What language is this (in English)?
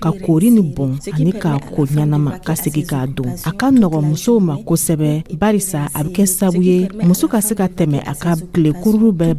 Dyula